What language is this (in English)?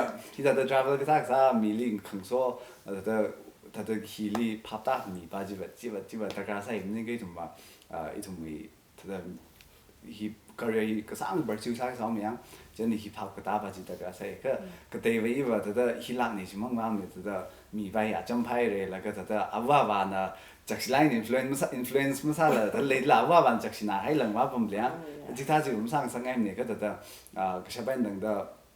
Tangkhul Naga (India)